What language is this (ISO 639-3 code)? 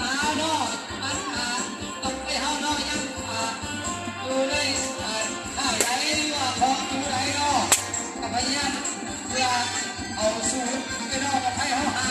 lao